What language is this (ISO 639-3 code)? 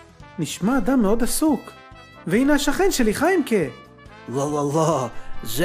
heb